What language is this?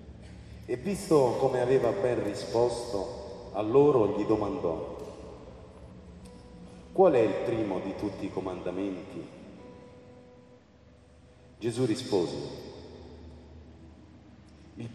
Italian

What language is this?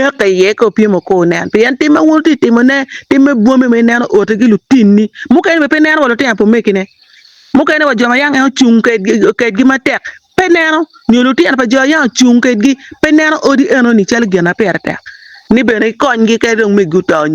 Acoli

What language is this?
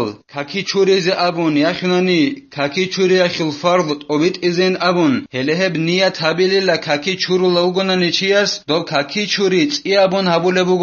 Avaric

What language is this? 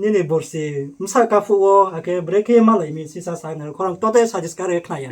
Riang (India)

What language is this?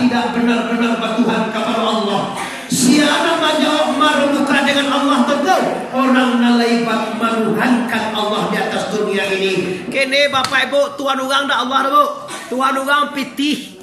Minangkabau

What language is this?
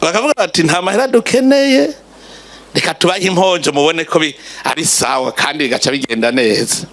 Rundi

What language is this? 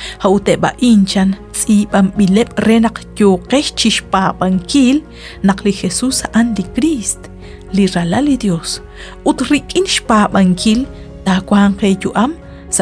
Kekchí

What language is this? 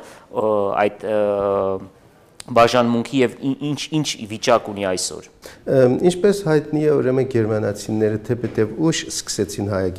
Armenian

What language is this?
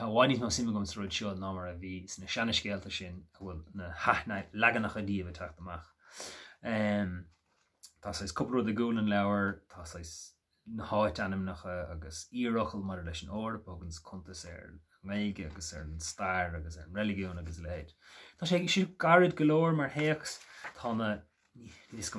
Irish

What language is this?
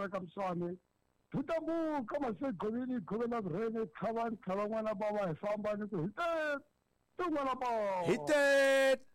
Tsonga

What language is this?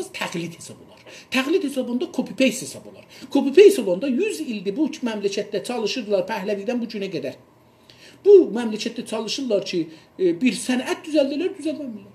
South Azerbaijani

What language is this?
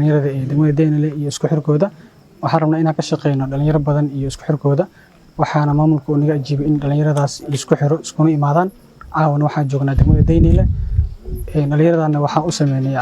Somali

